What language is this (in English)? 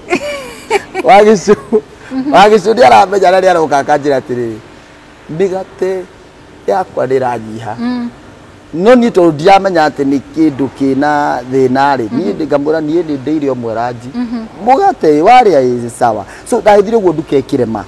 Kikuyu